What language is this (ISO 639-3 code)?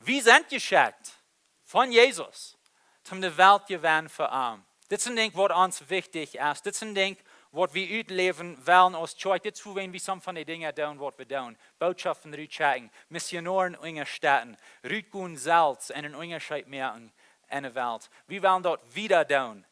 pdt